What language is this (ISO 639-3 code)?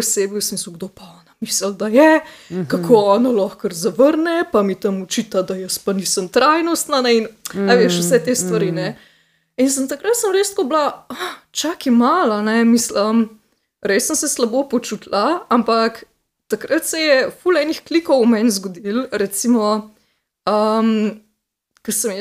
slv